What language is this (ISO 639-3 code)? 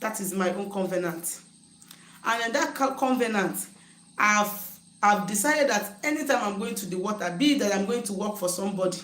ibo